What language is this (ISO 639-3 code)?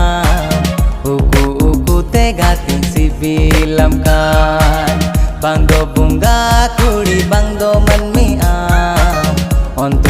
sat